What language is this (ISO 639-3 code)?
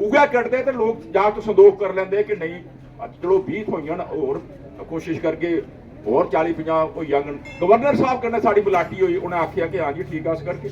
doi